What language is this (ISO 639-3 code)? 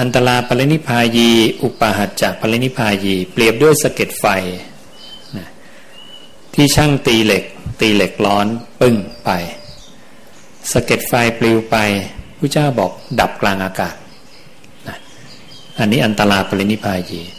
tha